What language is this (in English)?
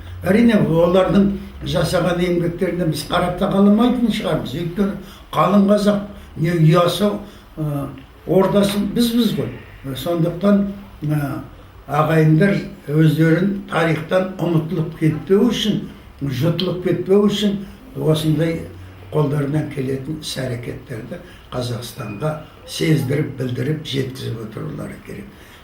Kazakh